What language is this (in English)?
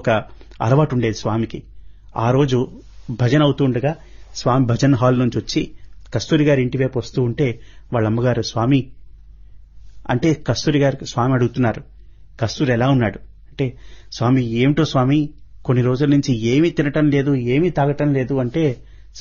Telugu